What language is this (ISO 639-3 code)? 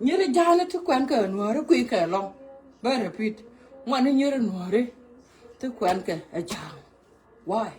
nus